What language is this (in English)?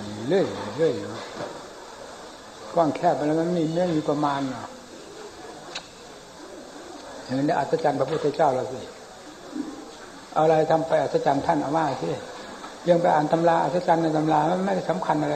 Thai